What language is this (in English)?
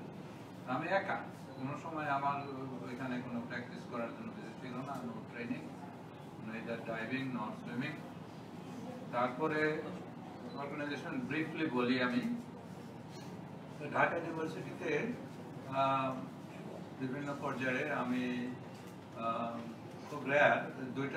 Bangla